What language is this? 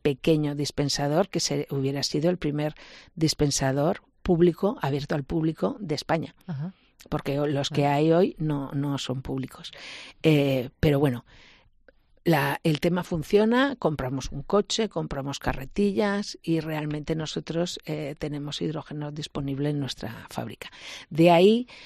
Spanish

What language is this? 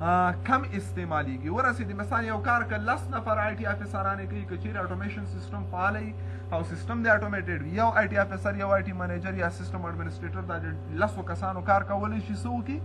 Pashto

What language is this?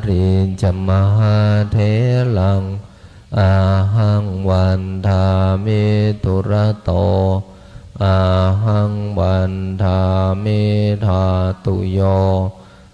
Pali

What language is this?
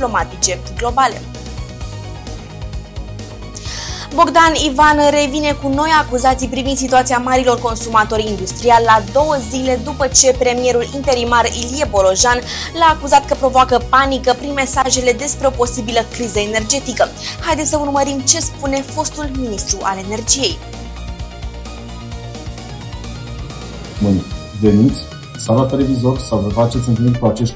Romanian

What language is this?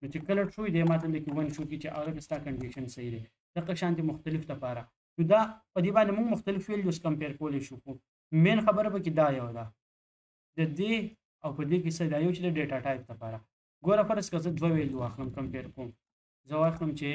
Pashto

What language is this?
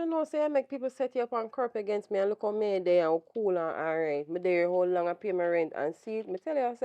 Jamaican Creole English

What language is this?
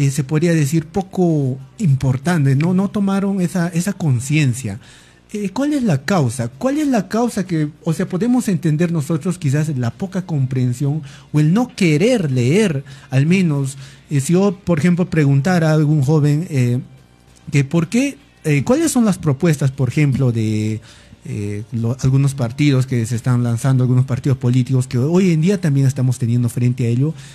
Spanish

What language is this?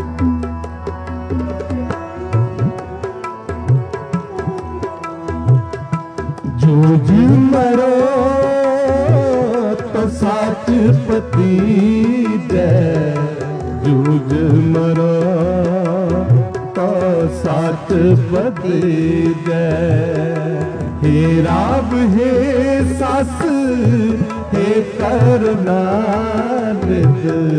Hindi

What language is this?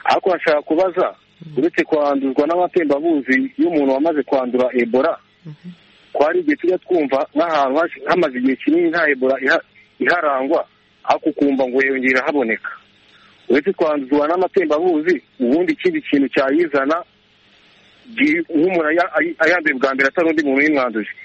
Kinyarwanda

